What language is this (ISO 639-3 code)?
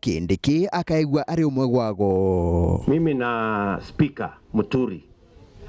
mer